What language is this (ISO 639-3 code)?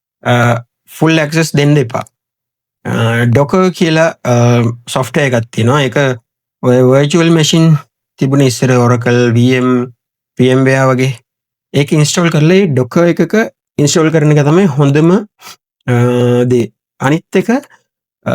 sin